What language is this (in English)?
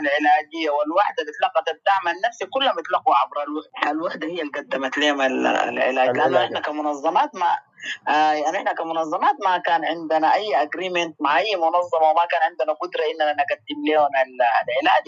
Sudanese Arabic